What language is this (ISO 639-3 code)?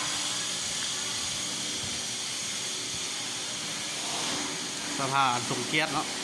lao